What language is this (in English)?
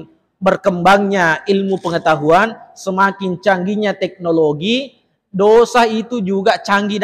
Buginese